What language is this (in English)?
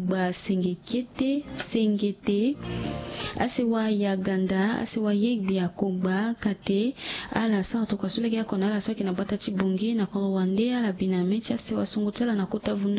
Sango